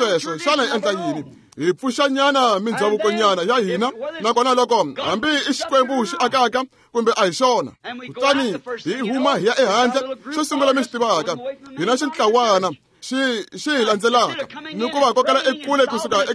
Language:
Tsonga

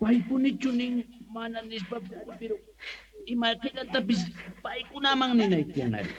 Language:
South Bolivian Quechua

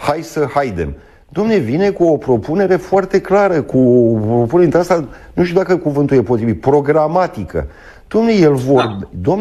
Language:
Romanian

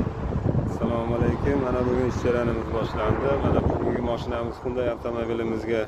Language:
Uzbek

